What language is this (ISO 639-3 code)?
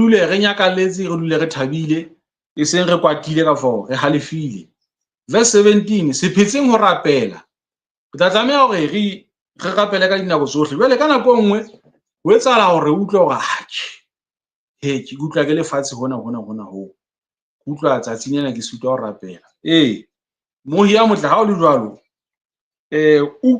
sot